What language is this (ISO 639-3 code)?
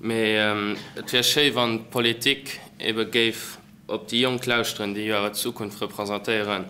ltz